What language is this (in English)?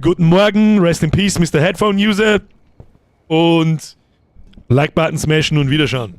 Bavarian